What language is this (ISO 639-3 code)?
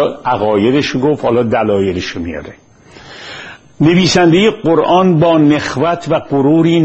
fas